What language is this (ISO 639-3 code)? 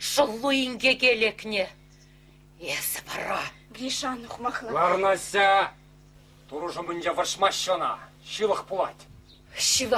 chv